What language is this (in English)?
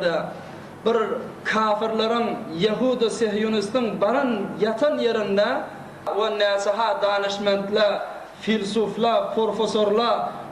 Turkmen